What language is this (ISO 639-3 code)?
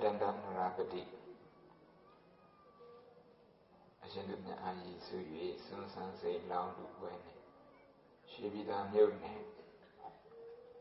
mya